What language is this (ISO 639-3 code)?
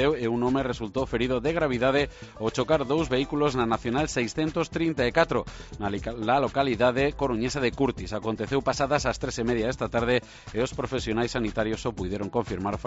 glg